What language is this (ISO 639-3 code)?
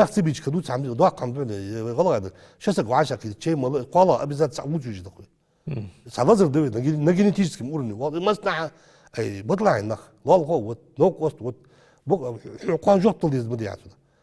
inh